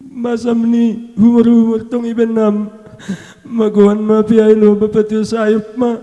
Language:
Batak Simalungun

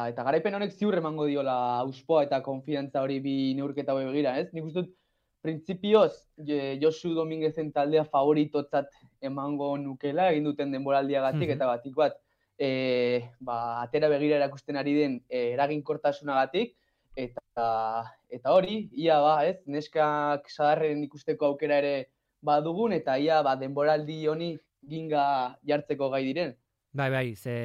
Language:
Basque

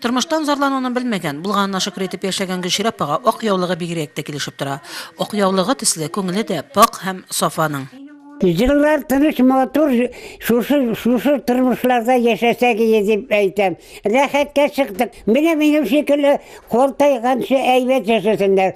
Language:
Tatar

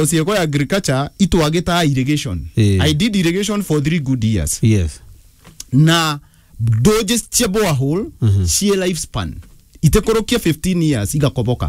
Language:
Meru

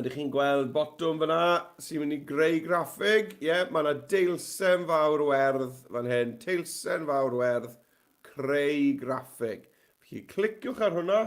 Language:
Welsh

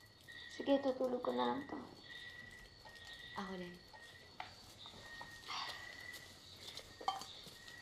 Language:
Filipino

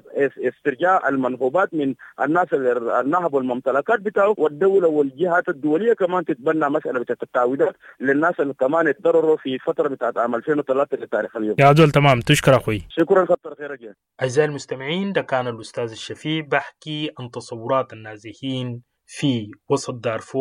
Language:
Sudanese Arabic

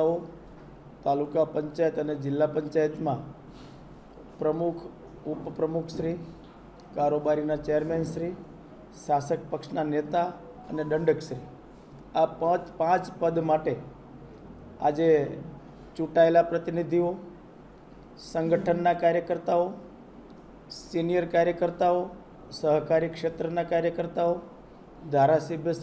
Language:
Gujarati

